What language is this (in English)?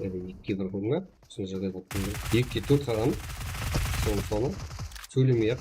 Kara-Kalpak